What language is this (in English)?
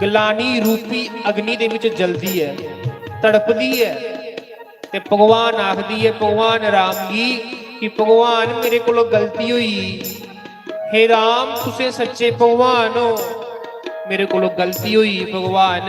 Dogri